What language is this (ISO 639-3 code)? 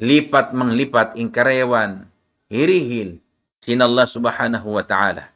tsg